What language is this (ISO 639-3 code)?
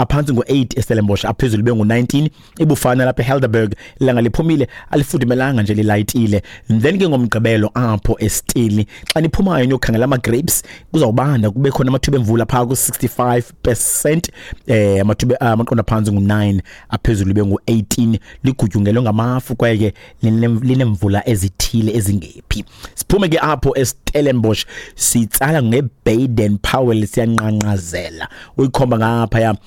xho